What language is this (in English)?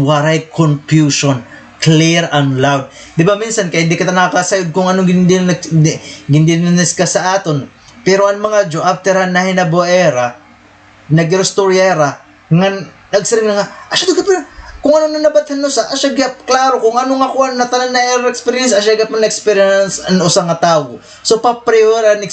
Waray